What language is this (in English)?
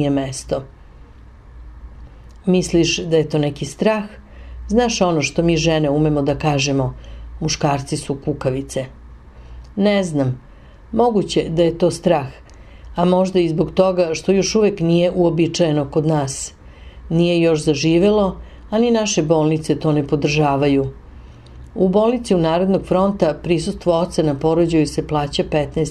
Serbian